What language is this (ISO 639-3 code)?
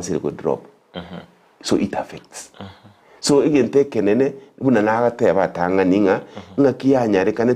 guz